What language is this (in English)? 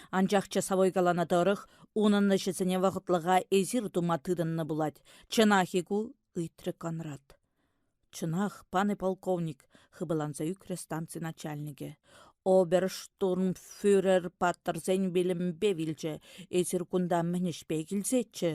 Chuvash